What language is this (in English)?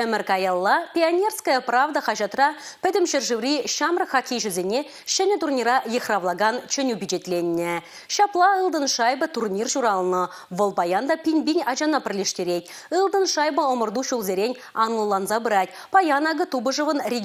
Chuvash